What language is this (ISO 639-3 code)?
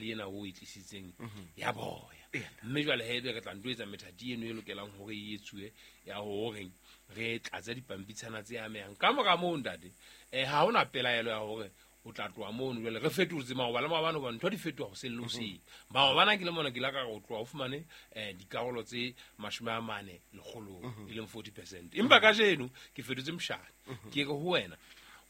sot